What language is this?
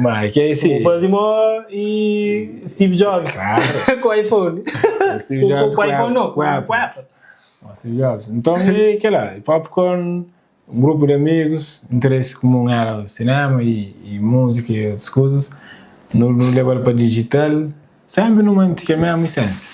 Kabuverdianu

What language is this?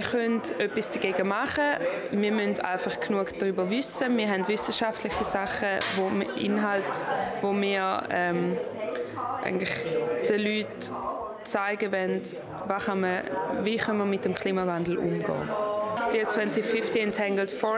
Swiss German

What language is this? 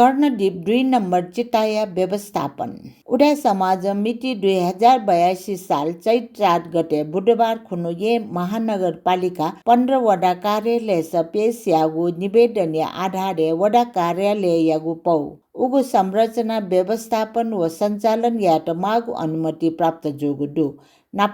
Newari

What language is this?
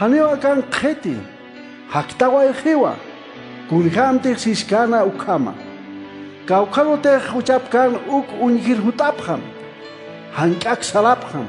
Aymara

